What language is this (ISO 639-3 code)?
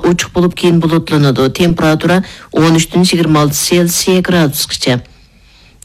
uig